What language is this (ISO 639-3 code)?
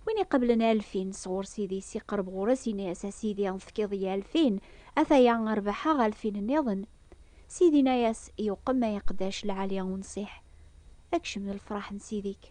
kab